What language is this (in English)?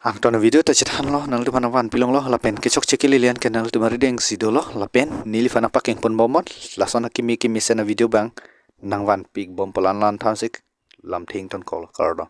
Karbi